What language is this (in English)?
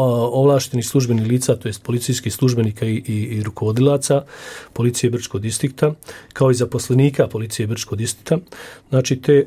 Bosnian